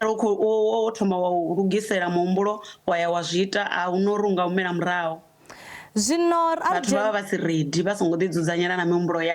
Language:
Venda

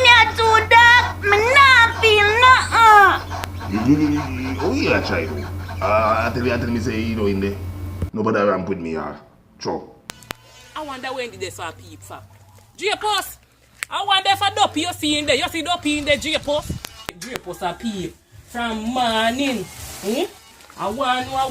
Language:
Jamaican Creole English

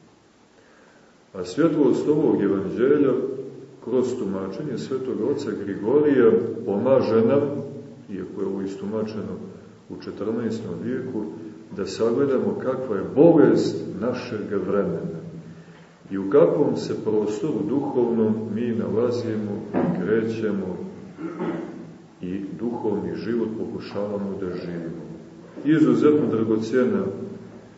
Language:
Serbian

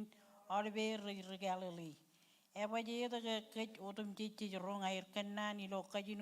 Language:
Marshallese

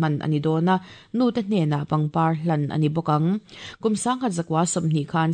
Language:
Mizo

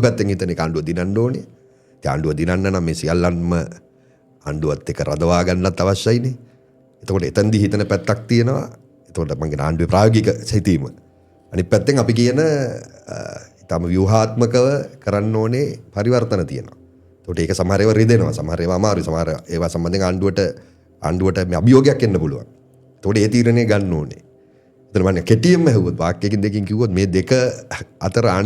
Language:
Sinhala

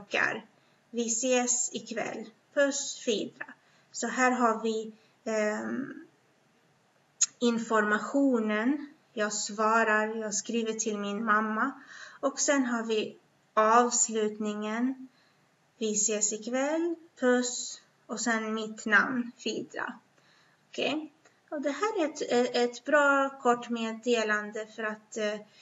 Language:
Swedish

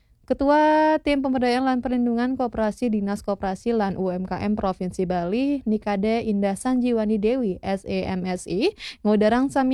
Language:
Balinese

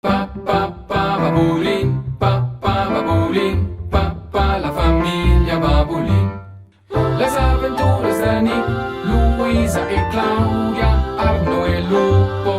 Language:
Romansh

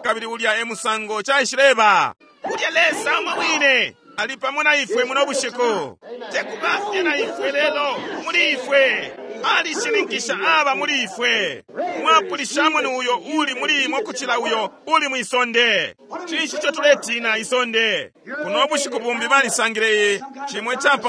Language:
Bemba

